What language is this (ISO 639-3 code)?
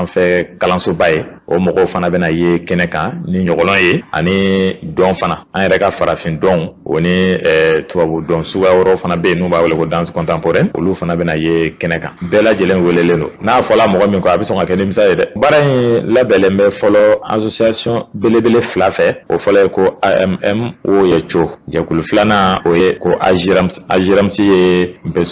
bam